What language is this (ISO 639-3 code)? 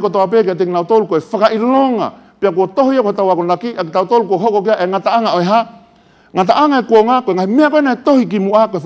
ton